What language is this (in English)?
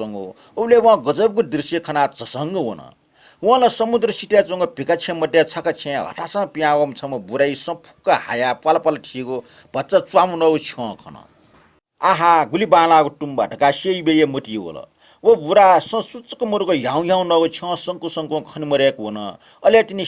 Newari